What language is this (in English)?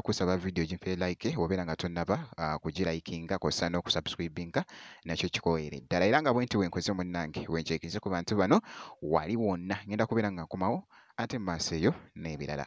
Ganda